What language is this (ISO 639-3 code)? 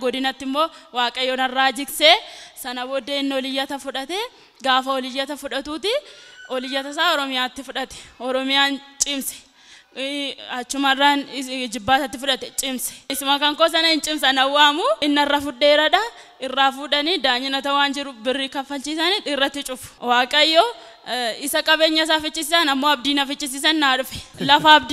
orm